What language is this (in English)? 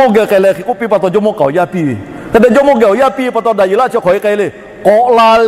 Lahu